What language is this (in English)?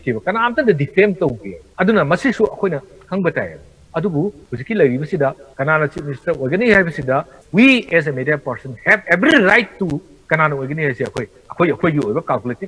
Manipuri